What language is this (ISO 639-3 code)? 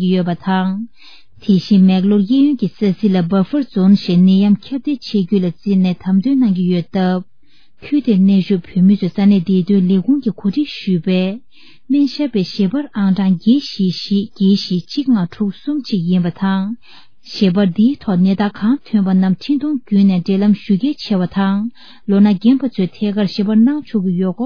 bod